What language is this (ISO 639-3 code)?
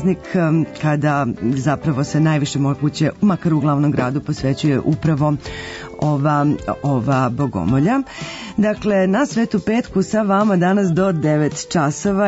srp